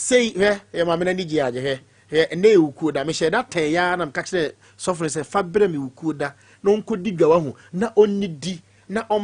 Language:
Akan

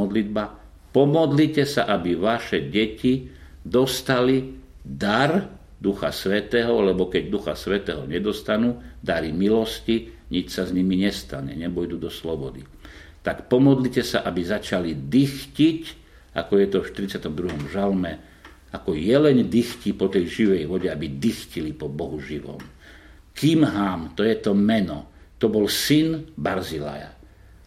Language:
Slovak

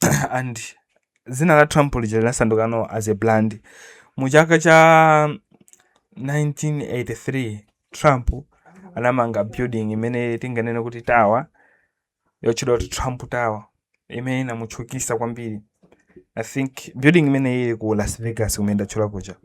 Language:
Nyanja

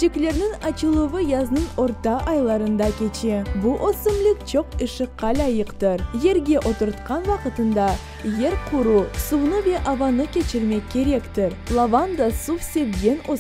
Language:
Crimean Tatar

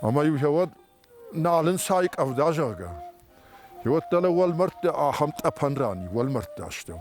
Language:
Ossetic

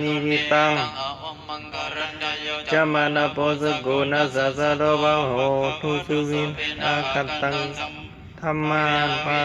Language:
Pali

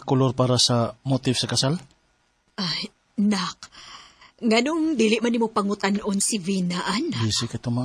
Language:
Cebuano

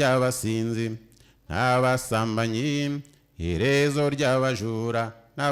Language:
Kinyarwanda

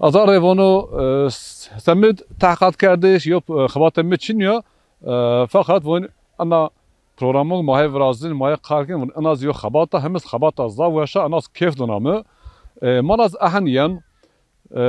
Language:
Zaza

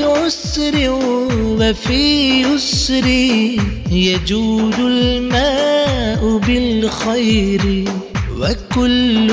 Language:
Malayalam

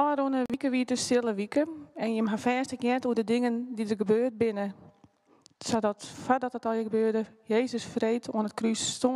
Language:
Western Frisian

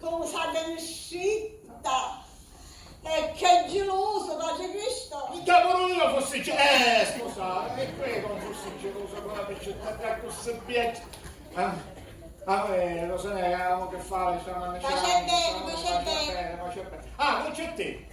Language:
Sicilian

